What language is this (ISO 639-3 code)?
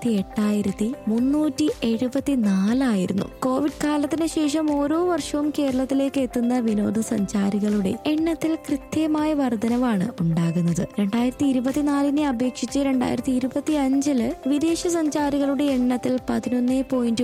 mal